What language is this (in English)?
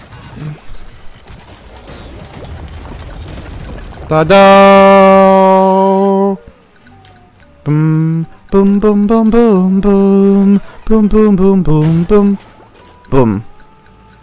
German